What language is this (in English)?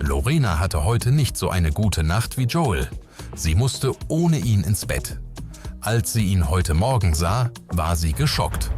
Swiss German